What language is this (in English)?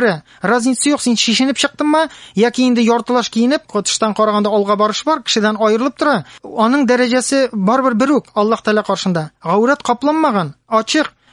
Tatar